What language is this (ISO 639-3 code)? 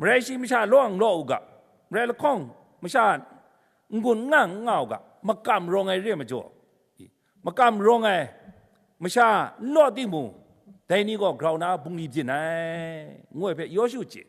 kac